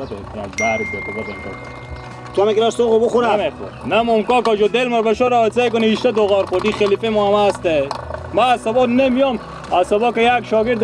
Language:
Persian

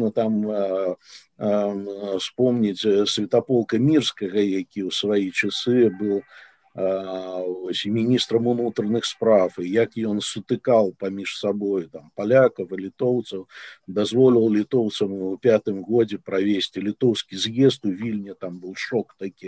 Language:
Belarusian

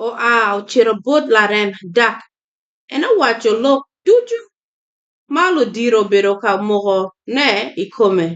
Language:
Acoli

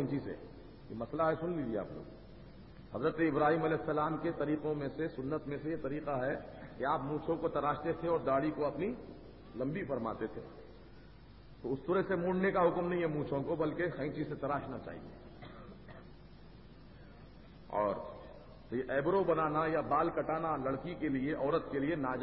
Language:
Urdu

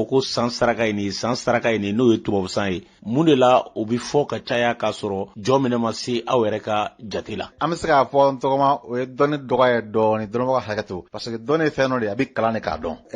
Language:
Bambara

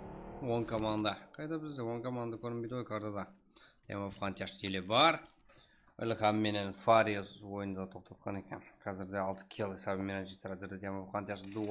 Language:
Kara-Kalpak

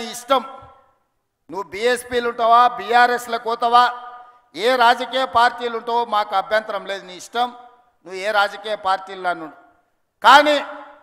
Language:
Telugu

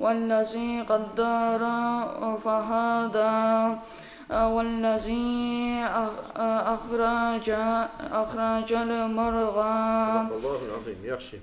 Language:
Kumyk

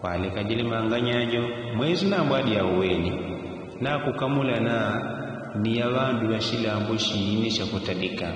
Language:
Yao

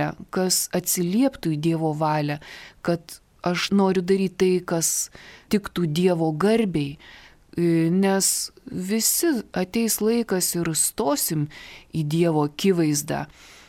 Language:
Lithuanian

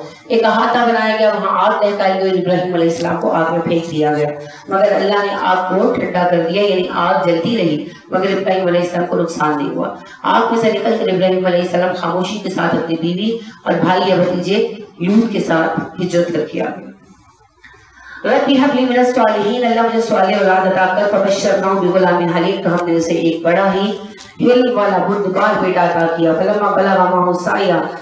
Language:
Urdu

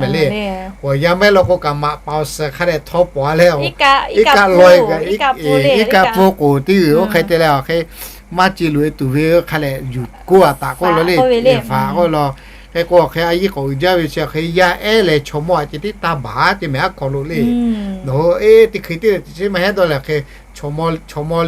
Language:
Lahu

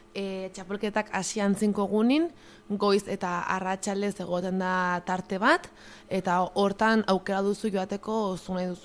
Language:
Basque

